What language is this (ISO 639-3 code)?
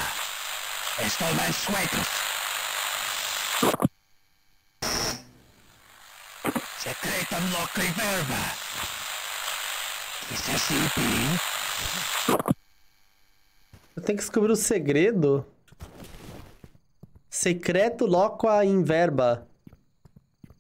por